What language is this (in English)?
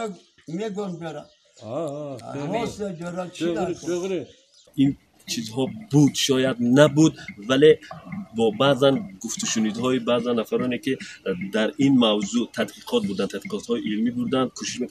Tajik